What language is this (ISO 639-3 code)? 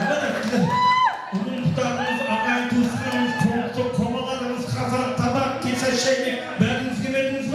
kaa